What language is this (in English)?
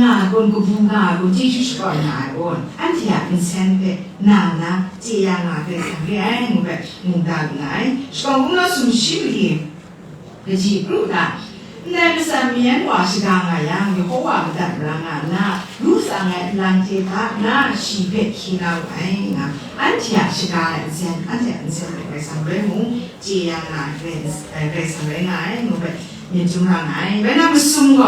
Kachin